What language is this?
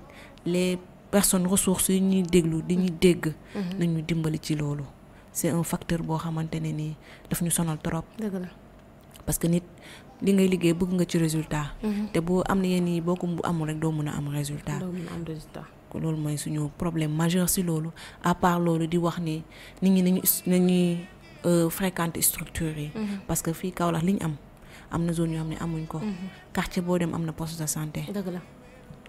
Wolof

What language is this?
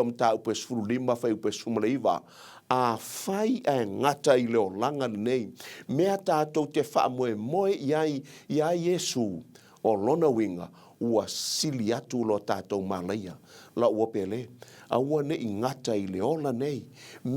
Samoan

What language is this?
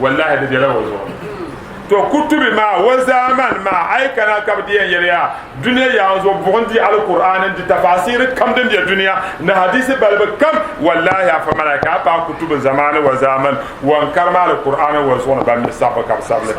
Dagbani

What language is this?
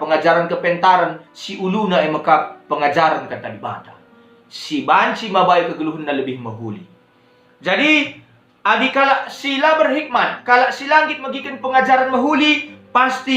Batak Karo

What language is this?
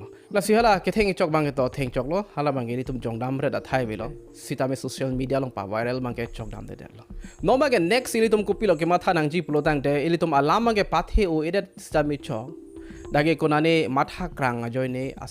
Karbi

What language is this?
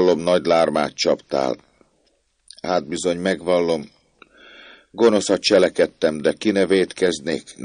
Hungarian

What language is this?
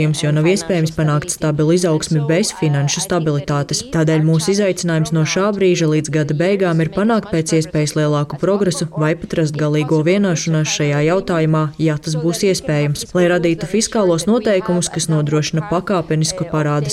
Latvian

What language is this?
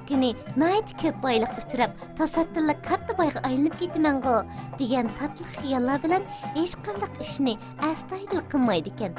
Uyghur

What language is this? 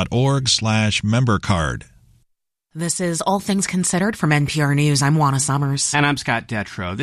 English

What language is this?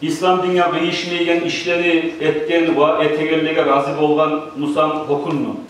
Kumyk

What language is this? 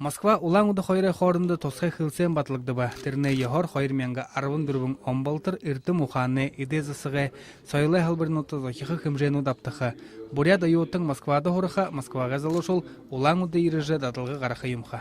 Buriat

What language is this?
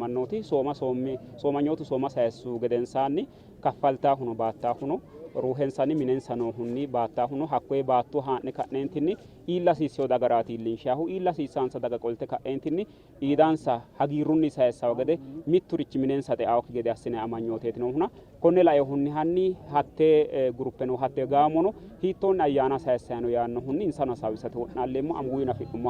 Sidamo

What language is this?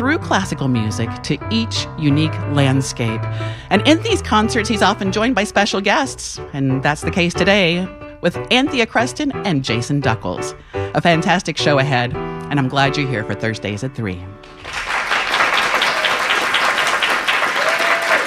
English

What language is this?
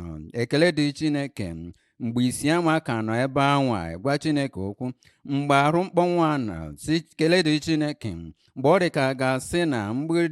Igbo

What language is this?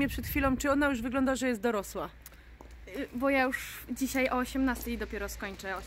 Polish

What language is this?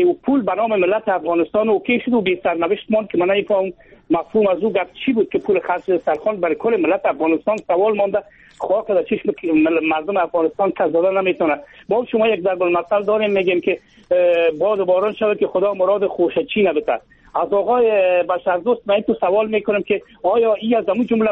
Persian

